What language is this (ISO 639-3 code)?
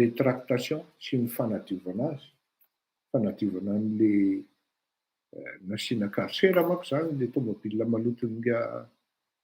mlg